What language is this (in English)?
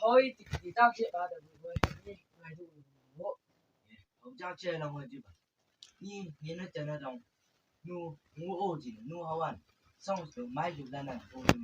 Chang Naga